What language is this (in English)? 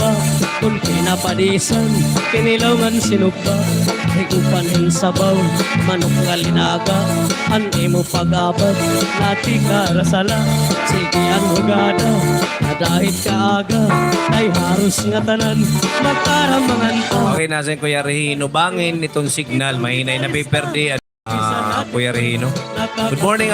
Waray